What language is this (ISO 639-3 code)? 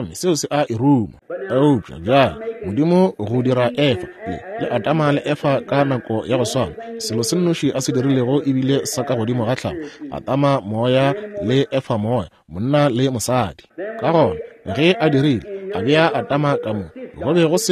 nso